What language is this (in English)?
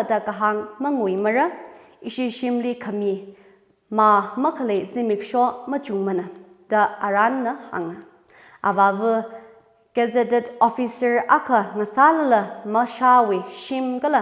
Tangkhul Naga (India)